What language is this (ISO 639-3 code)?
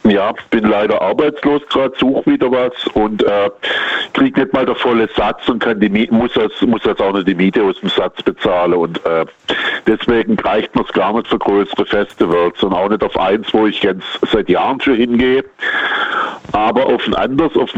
deu